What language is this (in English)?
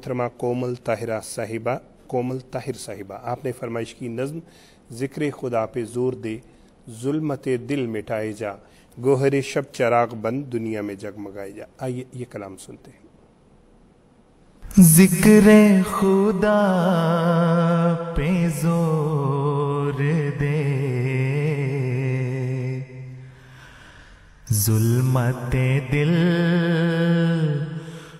Urdu